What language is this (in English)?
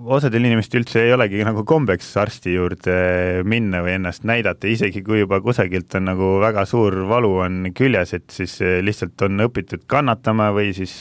Estonian